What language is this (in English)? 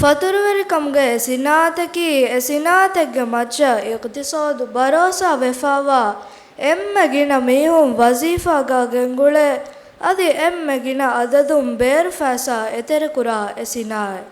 Divehi